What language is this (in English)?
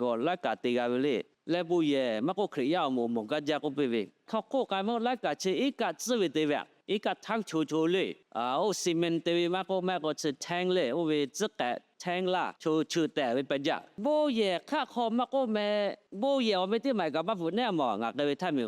Lahu